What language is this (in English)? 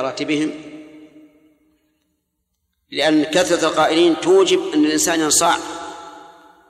Arabic